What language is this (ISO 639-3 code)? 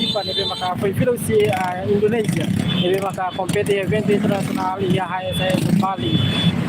tet